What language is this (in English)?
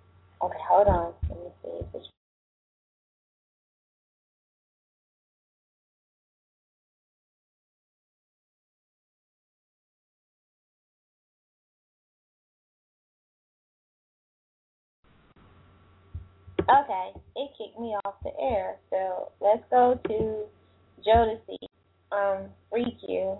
English